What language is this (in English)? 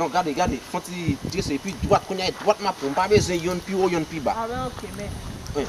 Haitian Creole